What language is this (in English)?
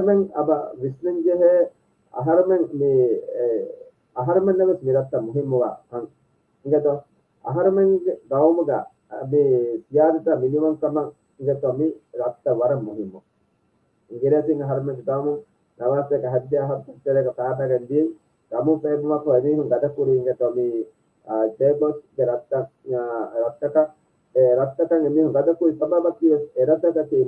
Divehi